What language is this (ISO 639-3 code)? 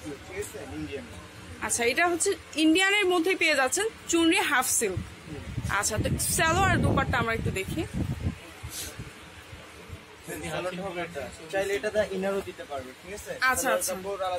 ben